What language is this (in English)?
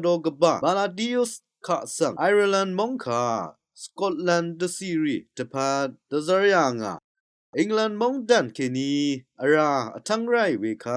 Rawang